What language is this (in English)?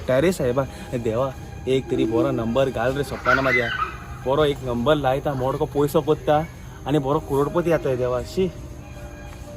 Konkani